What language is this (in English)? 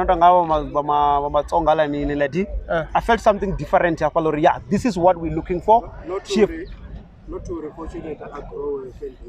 Venda